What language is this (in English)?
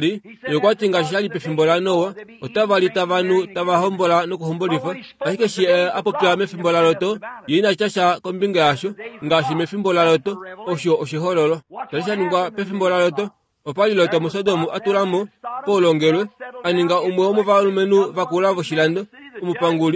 Kuanyama